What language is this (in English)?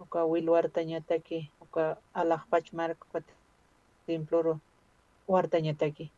Aymara